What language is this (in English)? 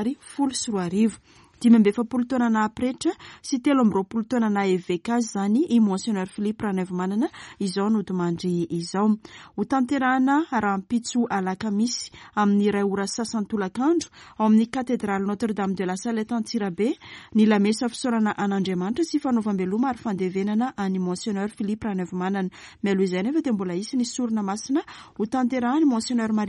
Malagasy